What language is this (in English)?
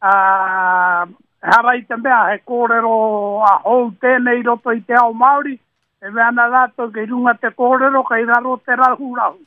Māori